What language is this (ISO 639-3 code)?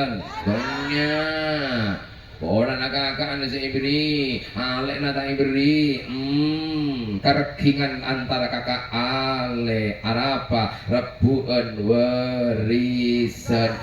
mad